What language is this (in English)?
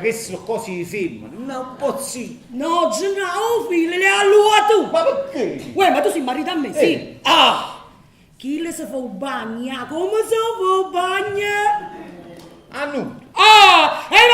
Neapolitan